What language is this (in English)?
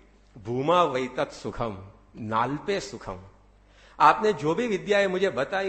Hindi